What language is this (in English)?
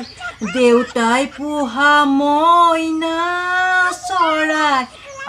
Assamese